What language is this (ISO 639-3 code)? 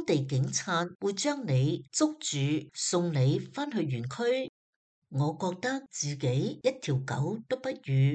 yue